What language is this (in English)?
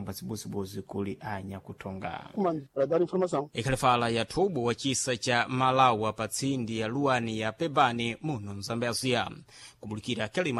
Sena